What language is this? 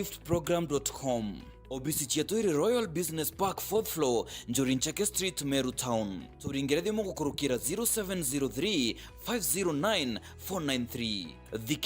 Meru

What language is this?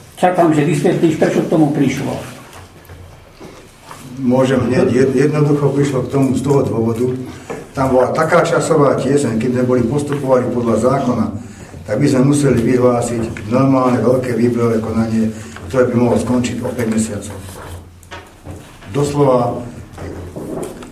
Slovak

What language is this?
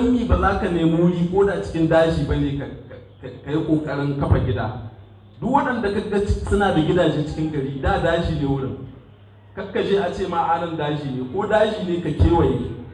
Hausa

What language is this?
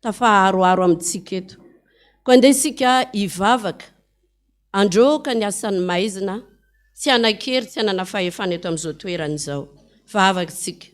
Malagasy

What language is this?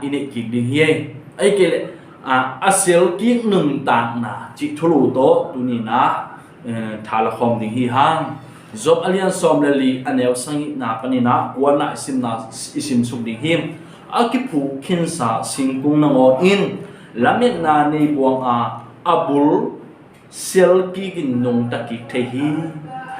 Tedim Chin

